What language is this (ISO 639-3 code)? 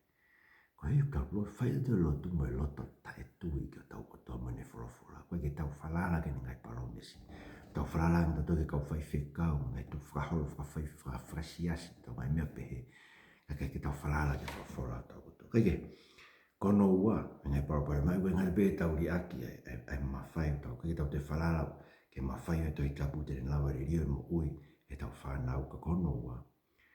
ton